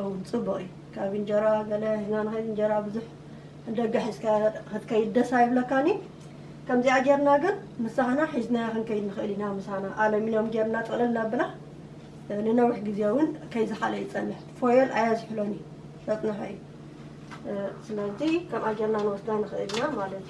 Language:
Tigrinya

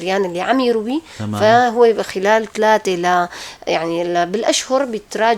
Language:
North Levantine Arabic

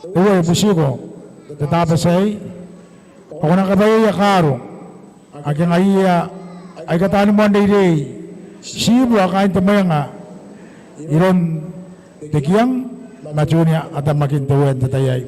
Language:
Gilbertese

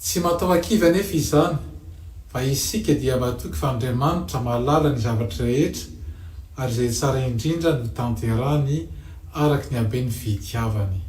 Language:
Malagasy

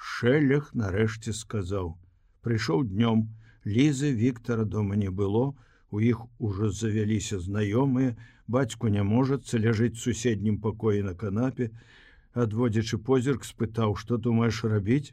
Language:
Belarusian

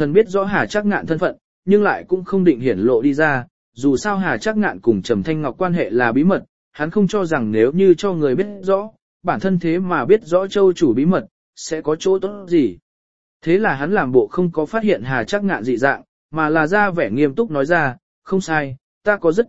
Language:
Vietnamese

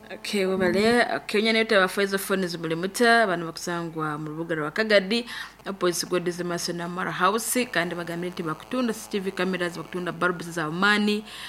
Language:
Nyoro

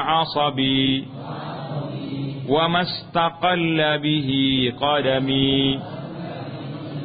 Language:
Malay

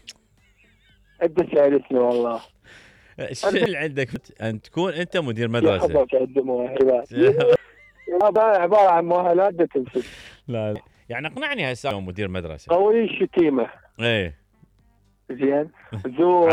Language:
Mesopotamian Arabic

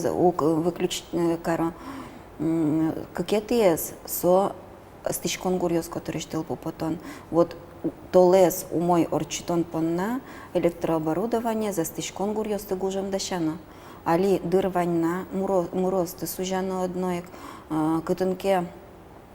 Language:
Udmurt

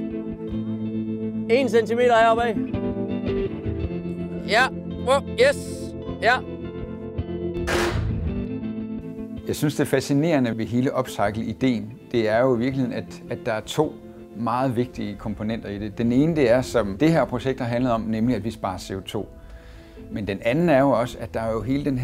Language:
Danish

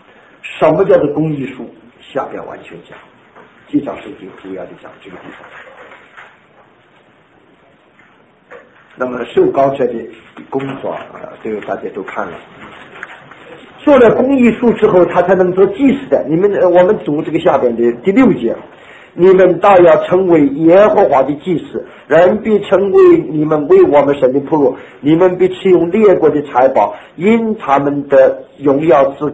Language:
Chinese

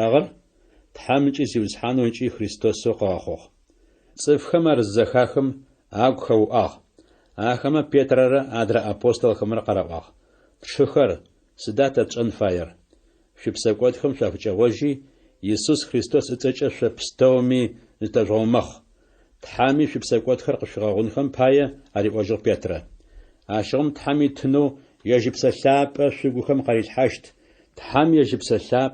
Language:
Adyghe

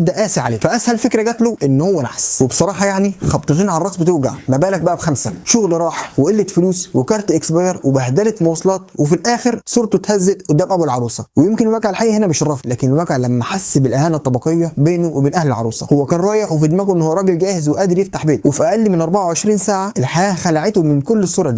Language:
Egyptian Arabic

